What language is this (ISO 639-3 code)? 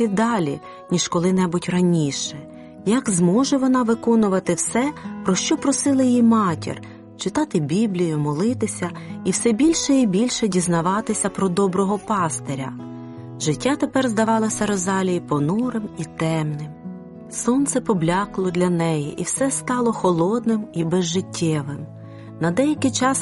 ukr